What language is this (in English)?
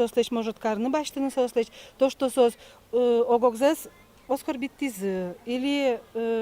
Udmurt